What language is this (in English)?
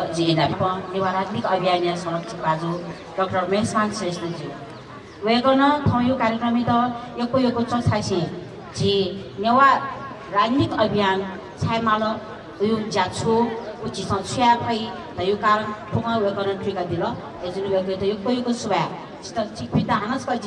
Newari